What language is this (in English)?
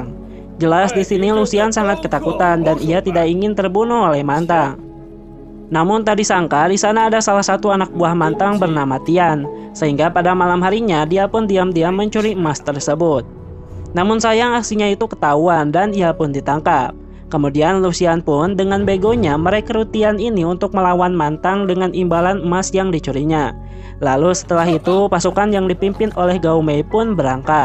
Indonesian